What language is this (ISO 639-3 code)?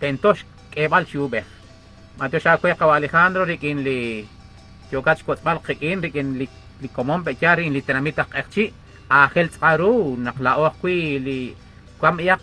kek